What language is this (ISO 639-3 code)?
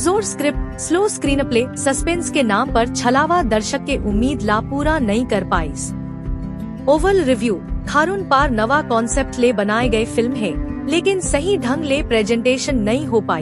hne